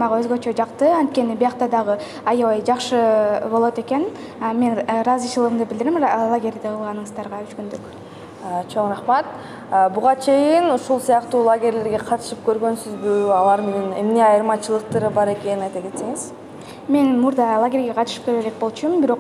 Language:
Kyrgyz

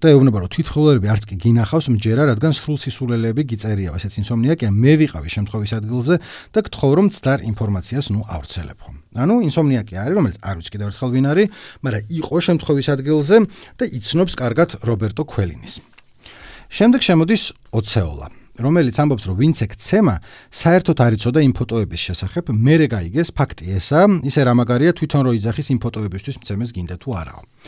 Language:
Georgian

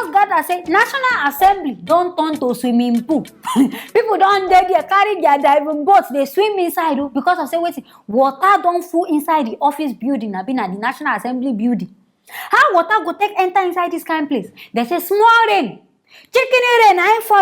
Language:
Nigerian Pidgin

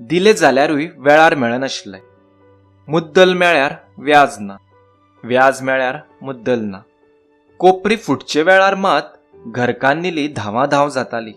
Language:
Konkani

